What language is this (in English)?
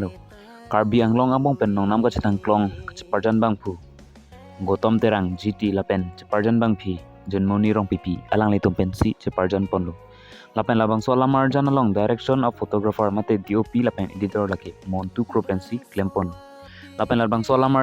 Karbi